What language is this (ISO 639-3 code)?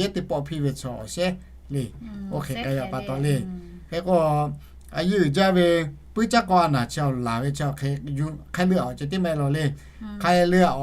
lhu